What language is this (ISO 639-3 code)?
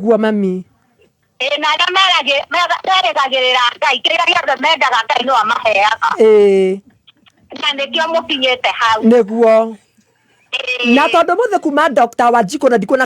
kik